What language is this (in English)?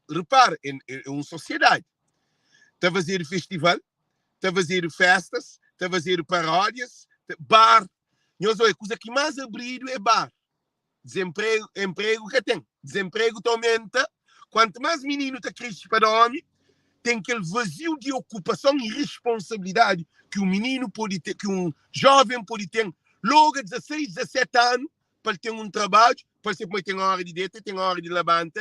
Kabuverdianu